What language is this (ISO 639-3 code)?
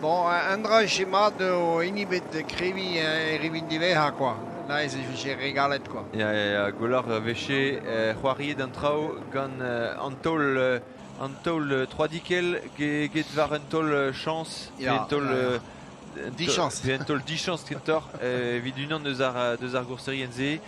bre